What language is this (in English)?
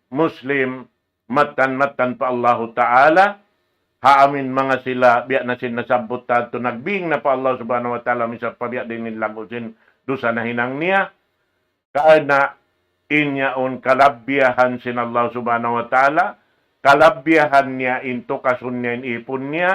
Tausug